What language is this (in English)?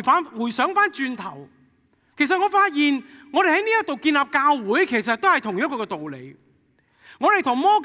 Cantonese